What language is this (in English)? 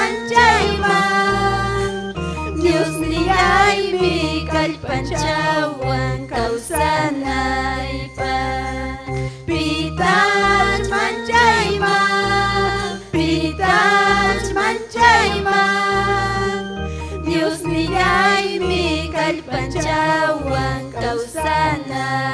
Ayacucho Quechua